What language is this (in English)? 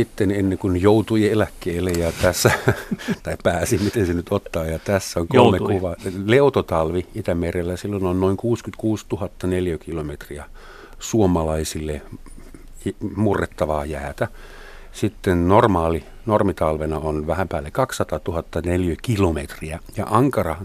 Finnish